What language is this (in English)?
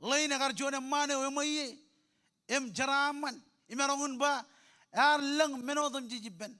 Marshallese